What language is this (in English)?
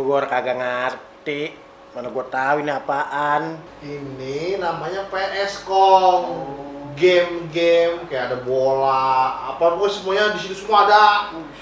Betawi